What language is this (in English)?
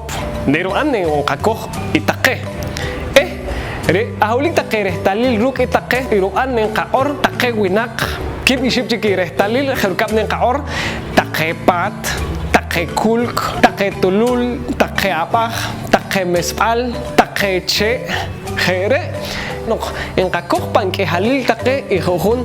Poqomchi'